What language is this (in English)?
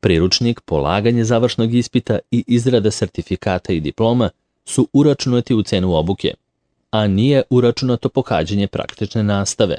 Serbian